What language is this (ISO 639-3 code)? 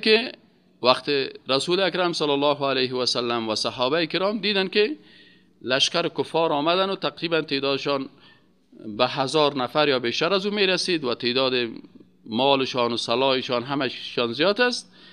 fas